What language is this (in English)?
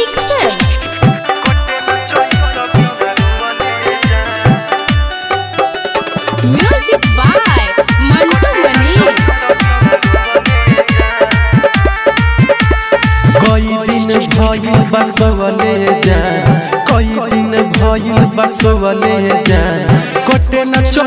Bhojpuri